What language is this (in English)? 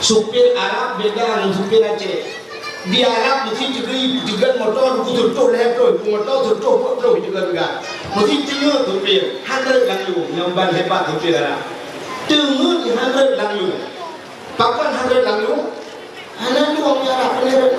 Achinese